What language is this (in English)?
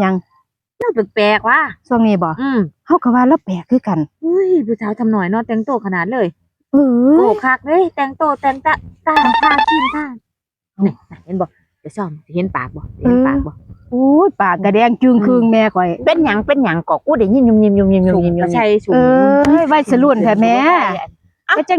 Northeastern Thai